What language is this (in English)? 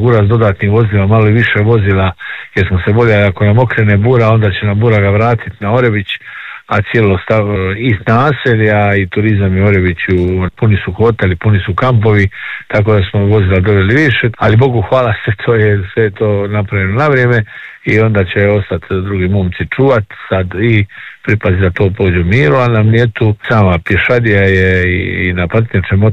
Croatian